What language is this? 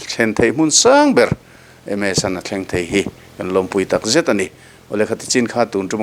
Mizo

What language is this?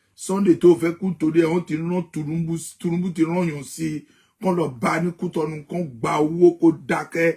Yoruba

